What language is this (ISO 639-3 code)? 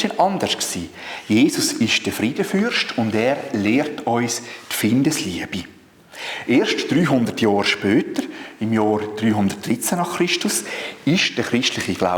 gsw